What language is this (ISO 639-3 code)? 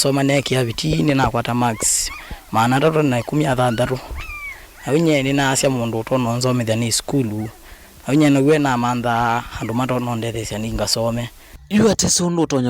kam